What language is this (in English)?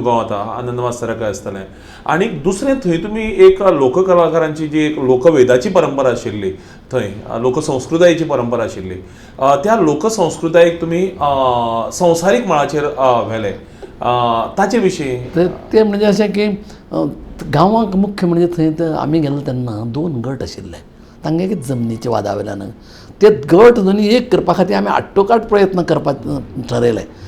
Konkani